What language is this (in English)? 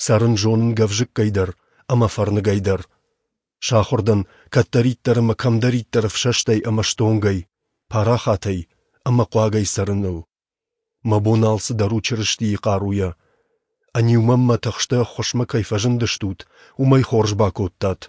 Ossetic